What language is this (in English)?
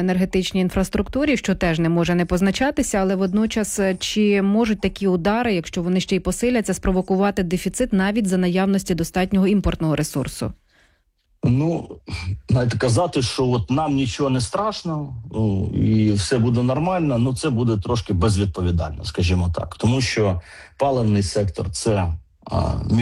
Ukrainian